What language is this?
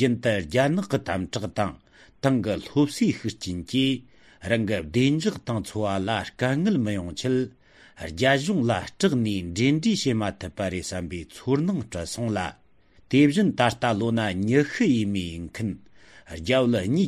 Tibetan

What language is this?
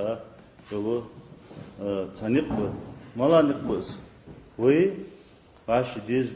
Ingush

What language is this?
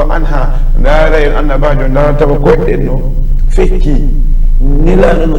Fula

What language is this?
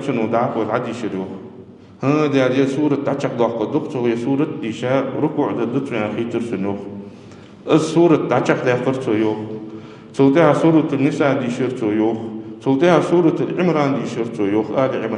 Ingush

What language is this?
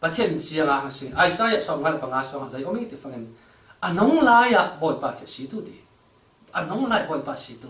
Falam Chin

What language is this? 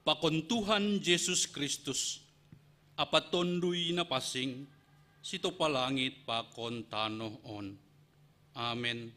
Batak Simalungun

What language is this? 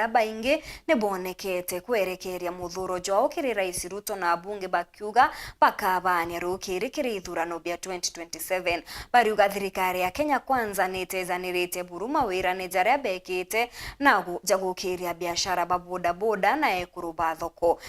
Meru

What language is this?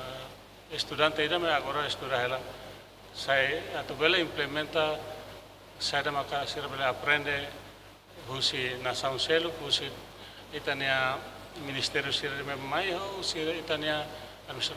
Tetum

